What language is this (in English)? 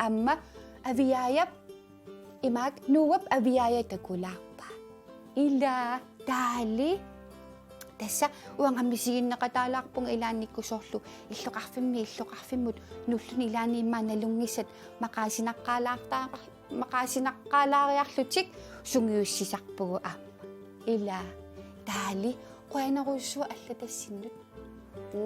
Kalaallisut